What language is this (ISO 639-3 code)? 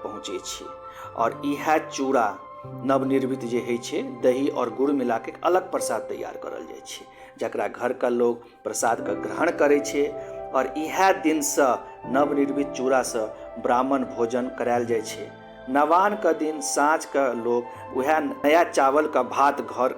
mai